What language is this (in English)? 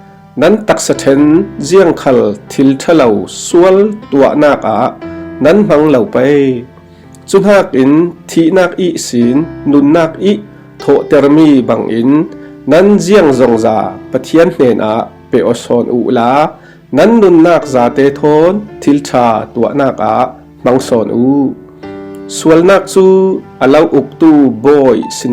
Falam Chin